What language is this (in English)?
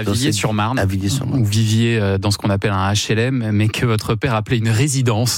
French